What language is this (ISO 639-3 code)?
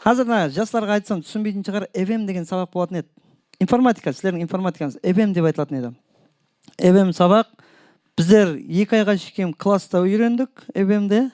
kaa